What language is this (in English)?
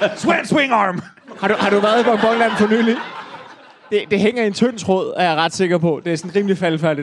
Danish